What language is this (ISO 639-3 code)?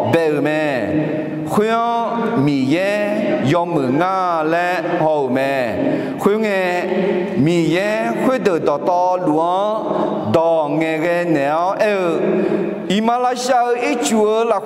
ahk